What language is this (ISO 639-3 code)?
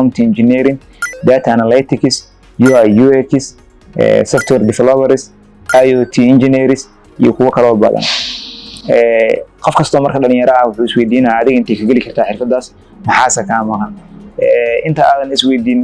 som